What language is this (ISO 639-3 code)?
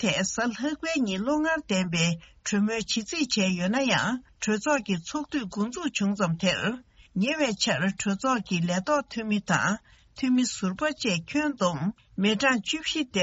bod